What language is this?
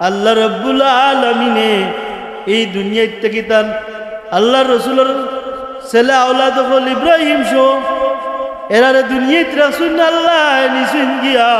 Sylheti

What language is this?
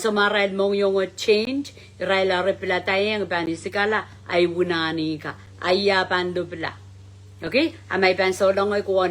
Pohnpeian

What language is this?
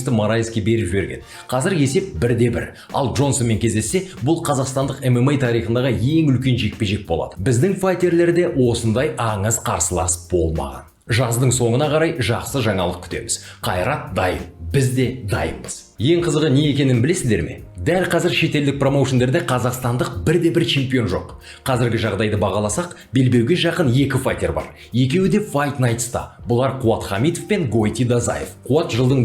Kazakh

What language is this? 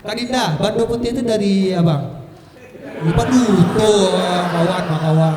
Minangkabau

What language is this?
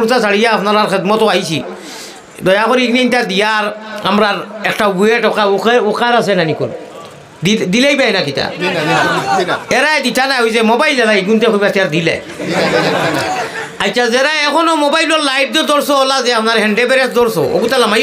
Sylheti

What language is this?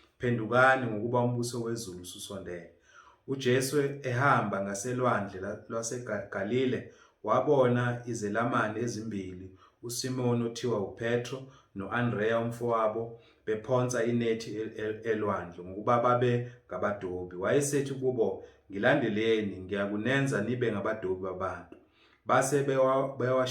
Zulu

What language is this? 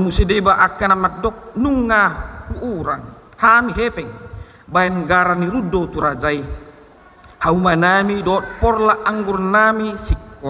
Batak Toba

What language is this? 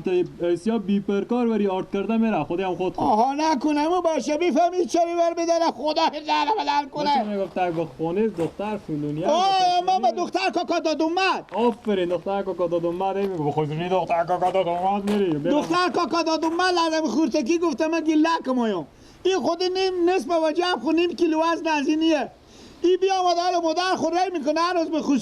Persian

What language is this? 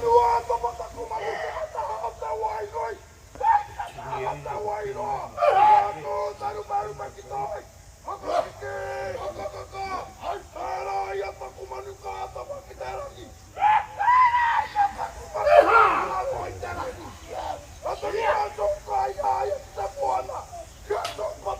Māori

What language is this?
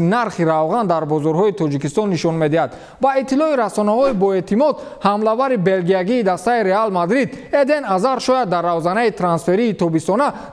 Tajik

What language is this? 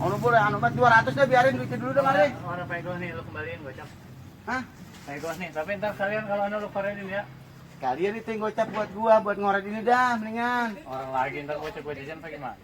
Betawi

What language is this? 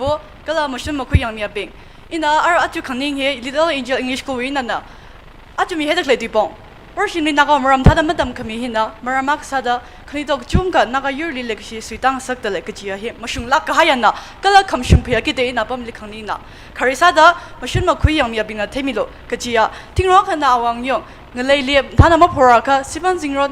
Tangkhul Naga (India)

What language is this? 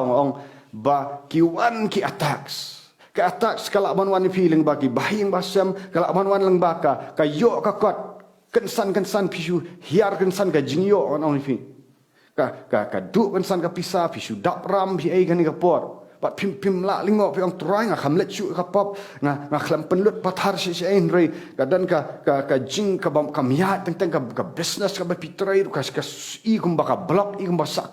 Khasi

